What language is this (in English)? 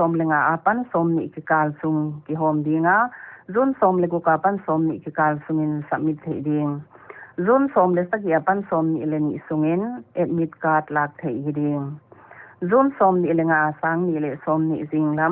Paite Chin